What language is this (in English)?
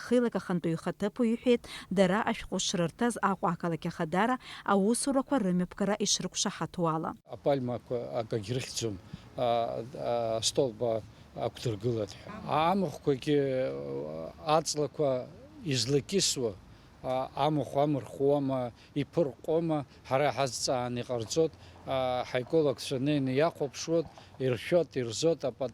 Abkhazian